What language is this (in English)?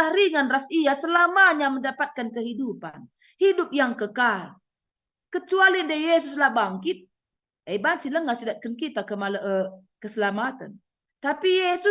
Batak Karo